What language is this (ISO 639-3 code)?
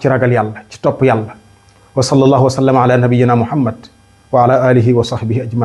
wol